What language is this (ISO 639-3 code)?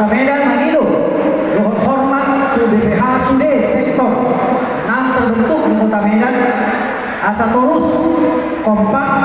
bbc